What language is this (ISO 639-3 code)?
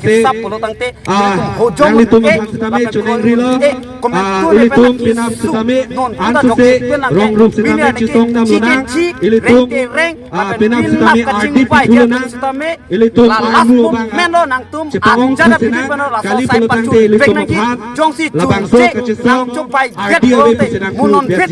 mjw